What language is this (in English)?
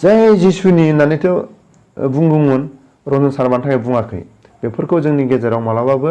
Bodo